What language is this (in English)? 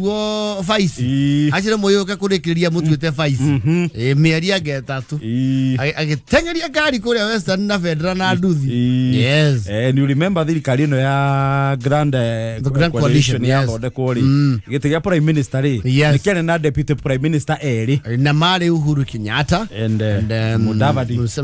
Kikuyu